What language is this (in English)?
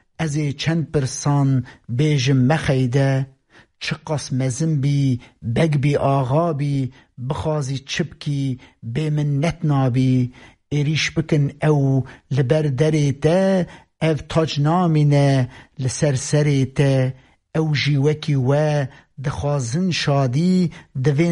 Kurdish